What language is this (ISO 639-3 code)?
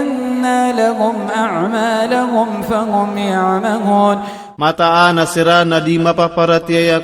mrw